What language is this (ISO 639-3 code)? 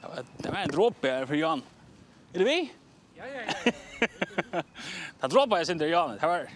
fao